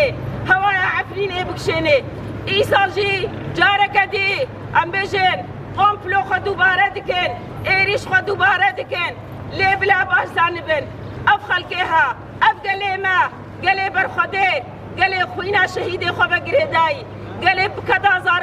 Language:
Kurdish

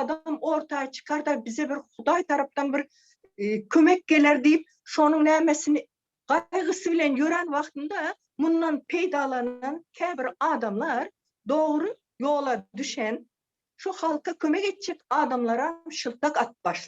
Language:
Turkmen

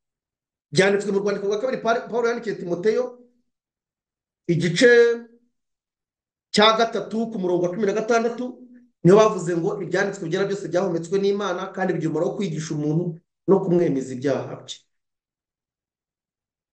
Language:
Kinyarwanda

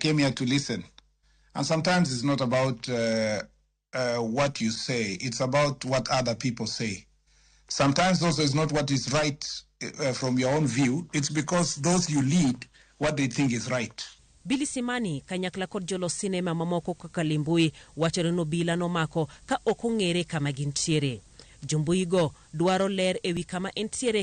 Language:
Luo (Kenya and Tanzania)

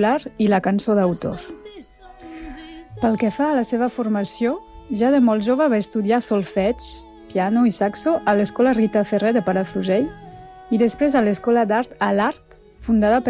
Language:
Catalan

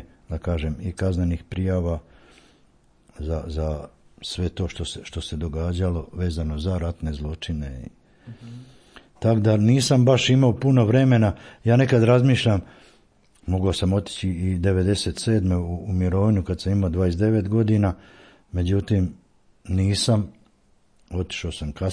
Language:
Croatian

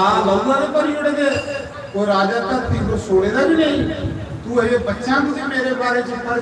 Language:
Dogri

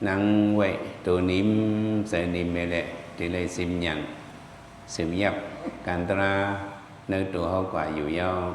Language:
Shan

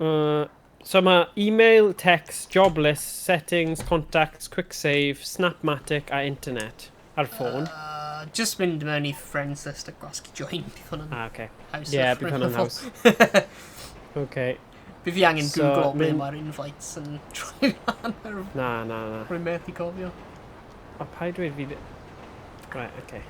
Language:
Welsh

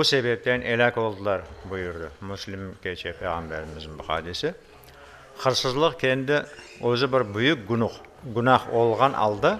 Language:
Crimean Tatar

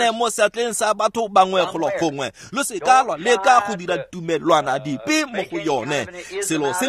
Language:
Tswana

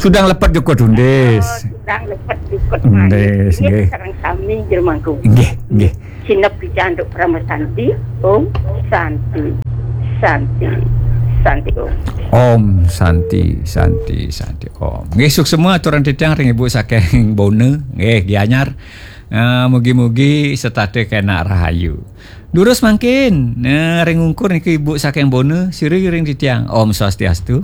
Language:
Balinese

